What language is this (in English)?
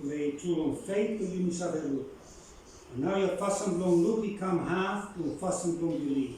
Bislama